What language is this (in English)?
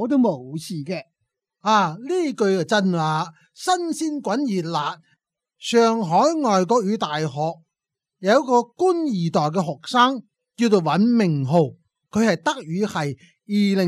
Cantonese